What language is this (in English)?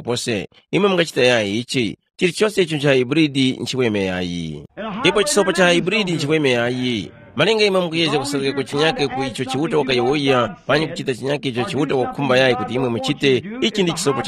Tumbuka